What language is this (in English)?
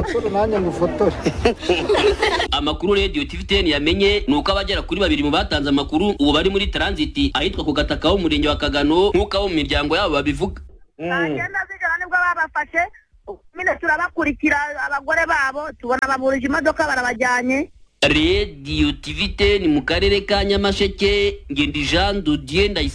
Kinyarwanda